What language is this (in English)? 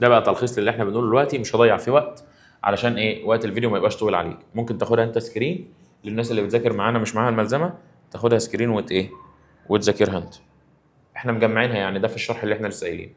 Egyptian Arabic